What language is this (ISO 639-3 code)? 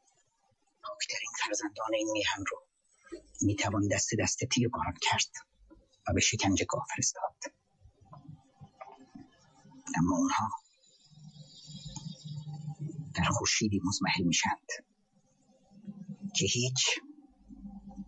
fas